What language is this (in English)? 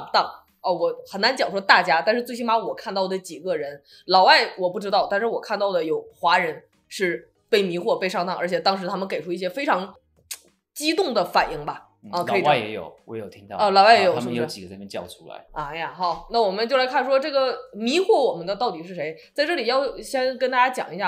Chinese